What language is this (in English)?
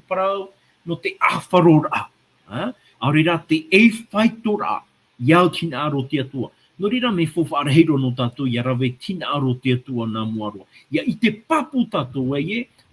Tahitian